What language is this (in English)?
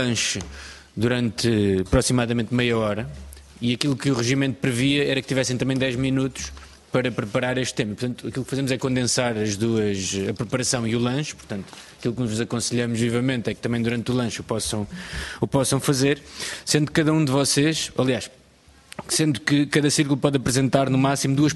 Portuguese